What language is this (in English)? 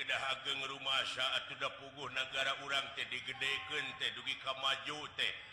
Sundanese